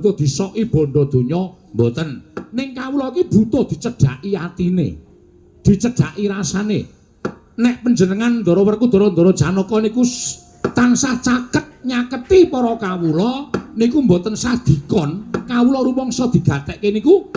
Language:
Javanese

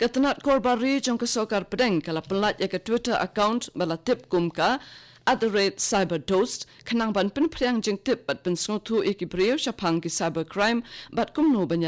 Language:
Khasi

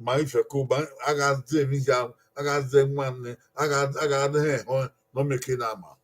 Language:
Bini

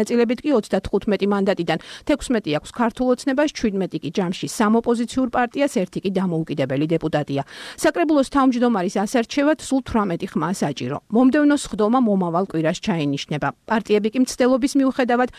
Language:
Georgian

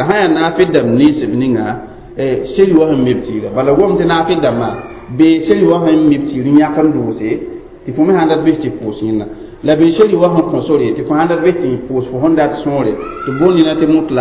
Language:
Mossi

